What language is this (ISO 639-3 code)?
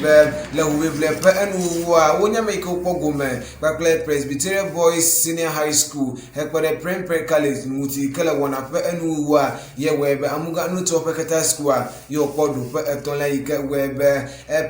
ewe